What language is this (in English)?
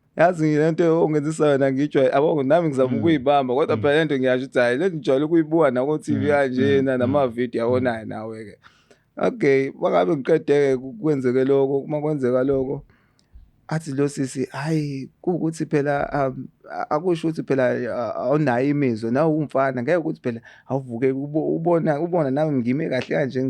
Zulu